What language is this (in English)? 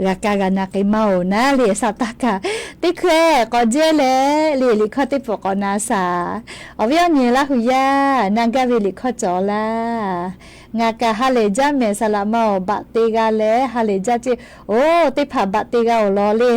Lahu